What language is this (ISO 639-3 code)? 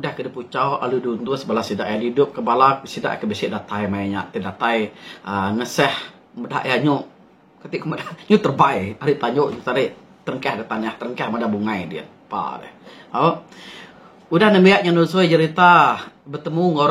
iba